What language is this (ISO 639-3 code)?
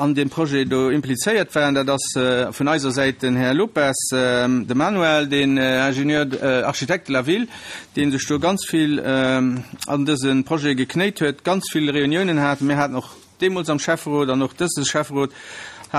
ltz